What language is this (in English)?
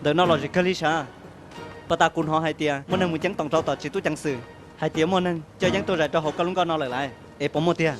Hmong